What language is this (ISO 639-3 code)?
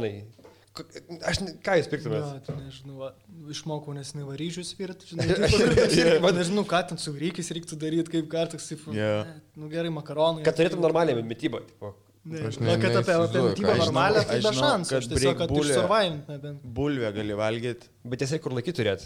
lit